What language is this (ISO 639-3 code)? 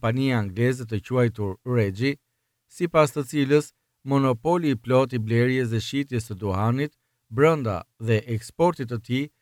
sqi